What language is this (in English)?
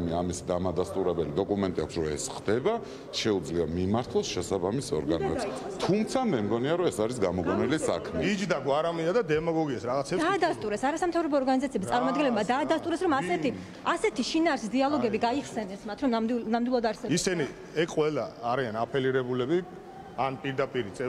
Georgian